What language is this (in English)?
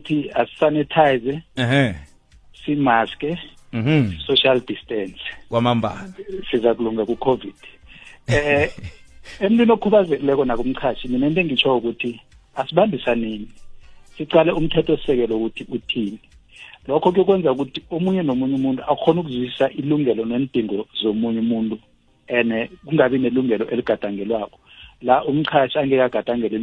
South Ndebele